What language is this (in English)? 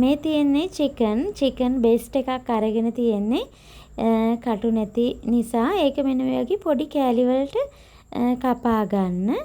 Sinhala